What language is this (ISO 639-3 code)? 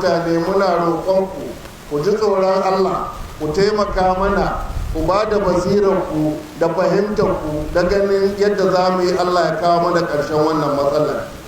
hau